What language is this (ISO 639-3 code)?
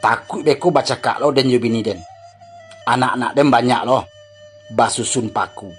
min